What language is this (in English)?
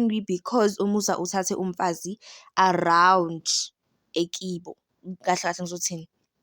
Zulu